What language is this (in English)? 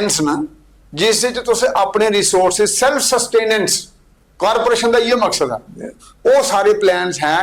Dogri